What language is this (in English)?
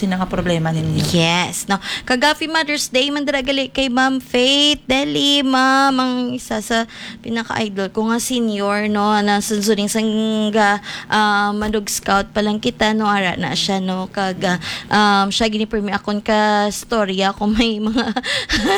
Hiligaynon